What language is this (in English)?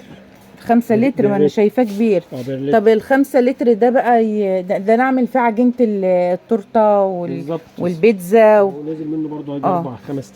Egyptian Arabic